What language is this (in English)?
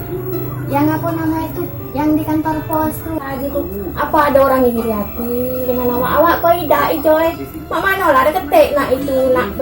Musi